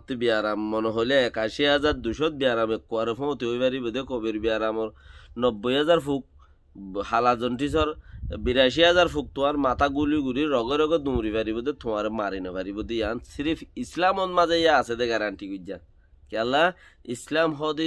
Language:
Rohingya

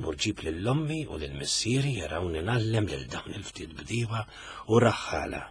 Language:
Maltese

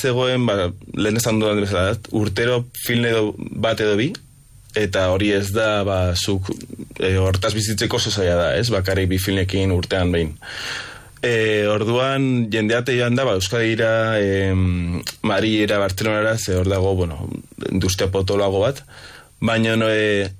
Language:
Basque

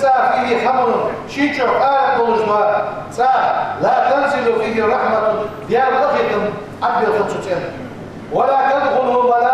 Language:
Ingush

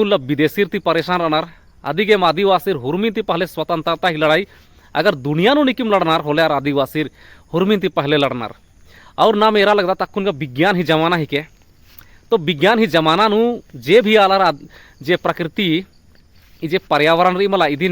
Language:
Kurukh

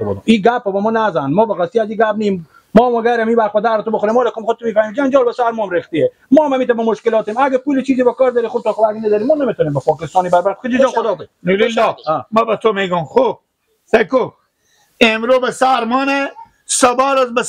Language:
Persian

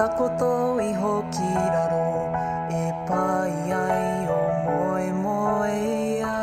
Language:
Māori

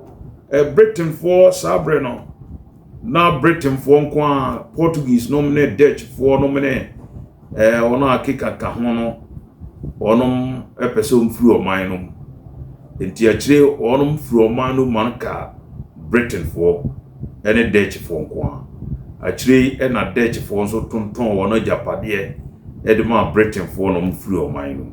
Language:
Akan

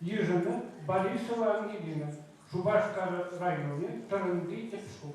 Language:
Chuvash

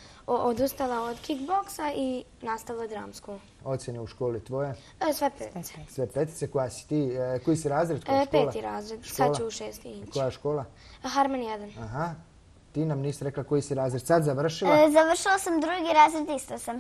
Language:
Bosnian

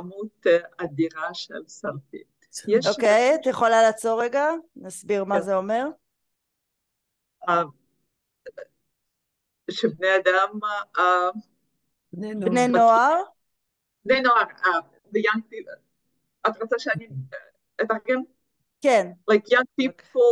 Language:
Hebrew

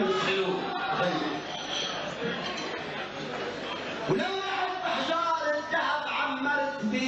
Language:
North Levantine Arabic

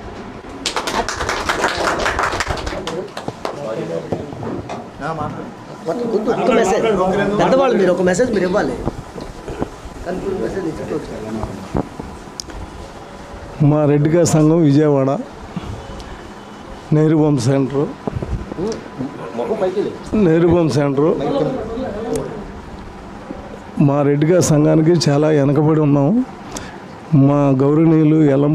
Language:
Telugu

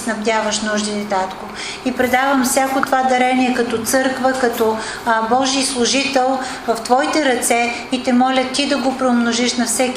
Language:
Bulgarian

